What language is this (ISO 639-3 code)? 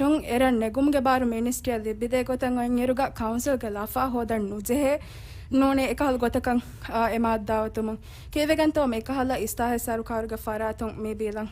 div